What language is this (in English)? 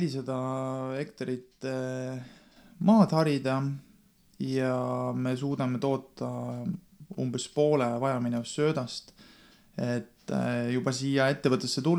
Estonian